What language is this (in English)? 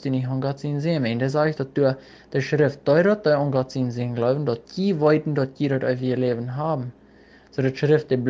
Plautdietsch